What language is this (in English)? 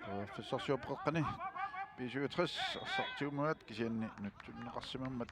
Kalaallisut